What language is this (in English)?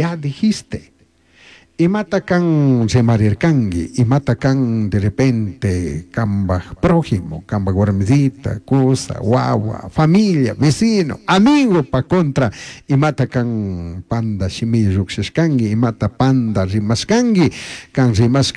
Chimborazo Highland Quichua